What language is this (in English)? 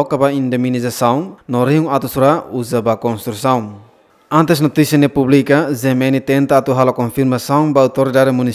Tetum